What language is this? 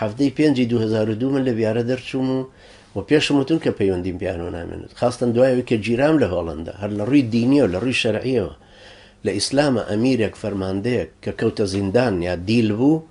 Central Kurdish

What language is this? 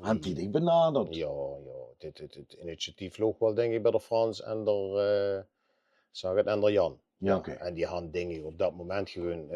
Limburgish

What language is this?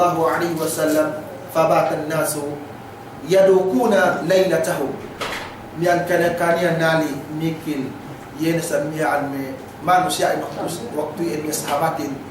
Yakan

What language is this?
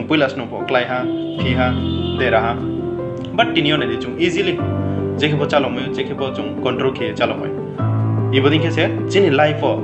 Riang (India)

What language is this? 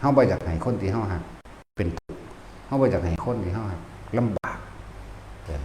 Northeastern Thai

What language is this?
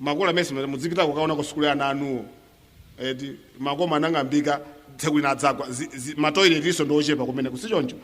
Nyanja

